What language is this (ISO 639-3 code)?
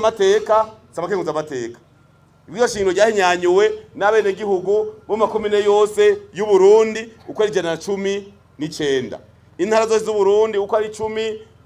run